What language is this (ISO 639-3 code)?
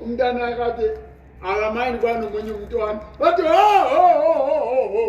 sot